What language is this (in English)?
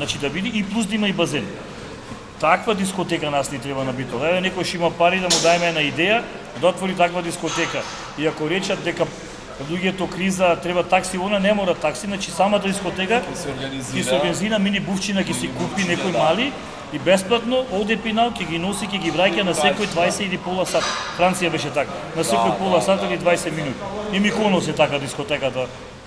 Macedonian